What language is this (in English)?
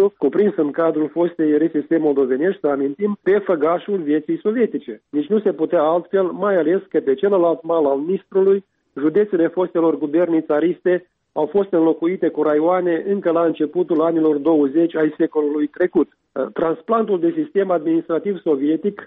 Romanian